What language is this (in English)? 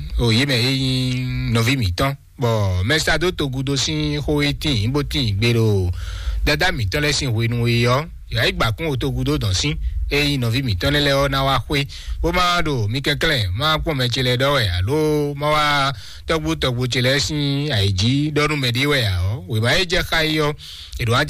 Fon